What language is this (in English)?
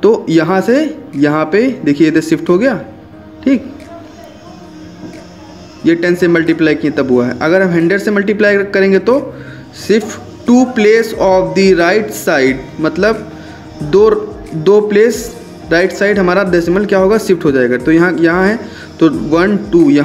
Hindi